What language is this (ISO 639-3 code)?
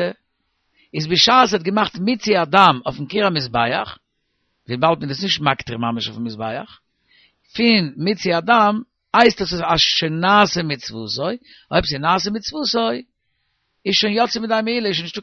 yid